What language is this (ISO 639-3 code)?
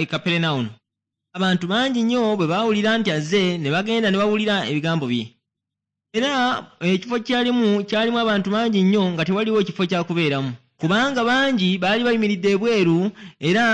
lug